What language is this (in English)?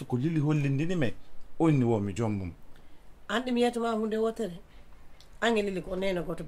Fula